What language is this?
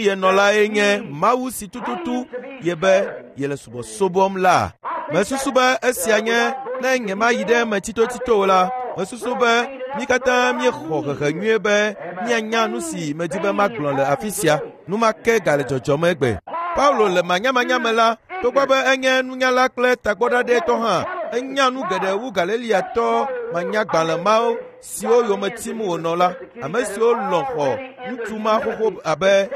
Ewe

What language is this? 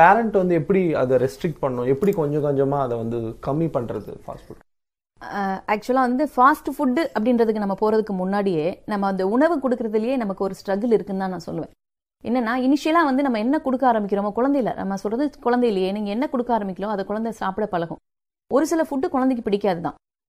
Tamil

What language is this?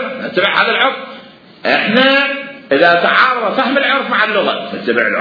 Mesopotamian Arabic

